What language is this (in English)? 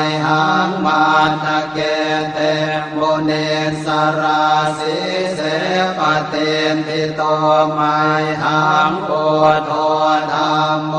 Pali